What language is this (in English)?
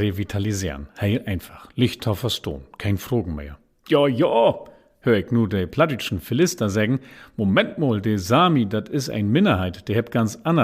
Low German